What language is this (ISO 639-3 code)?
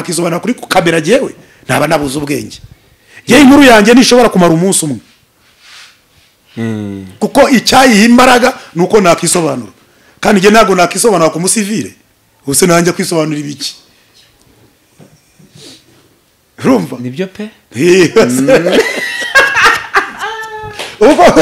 kin